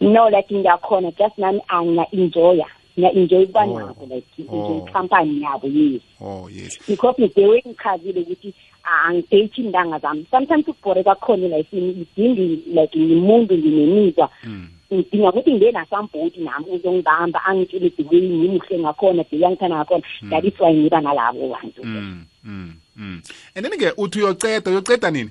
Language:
South Ndebele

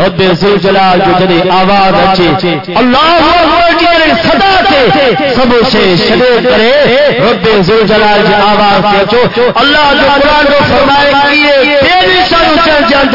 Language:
Saraiki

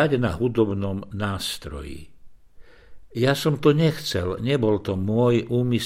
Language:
Slovak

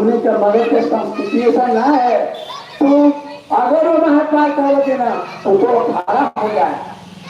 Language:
Magahi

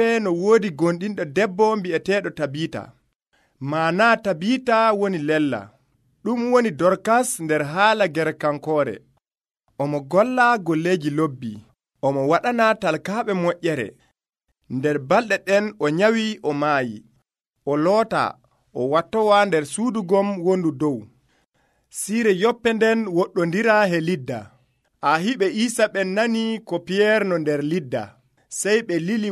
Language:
Nigerian Fulfulde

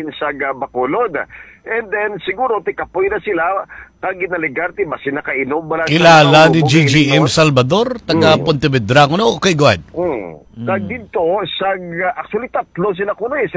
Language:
Hiligaynon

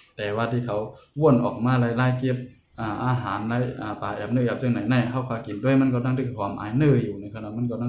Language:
Shan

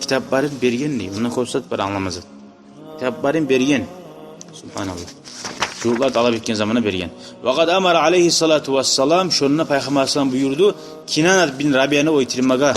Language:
Kumyk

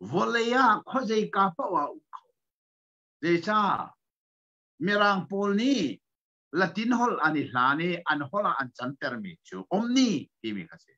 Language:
Hakha Chin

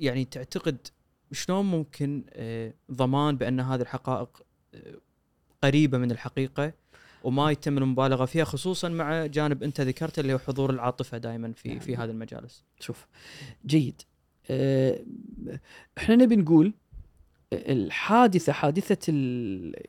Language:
Gulf Arabic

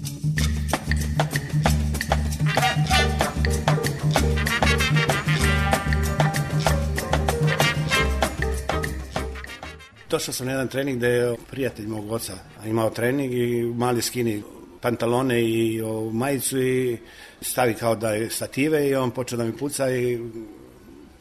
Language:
Serbian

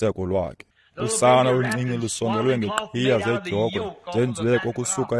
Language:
Xhosa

